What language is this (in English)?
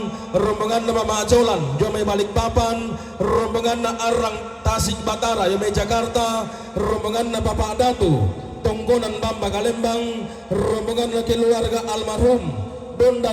Toraja-Sa'dan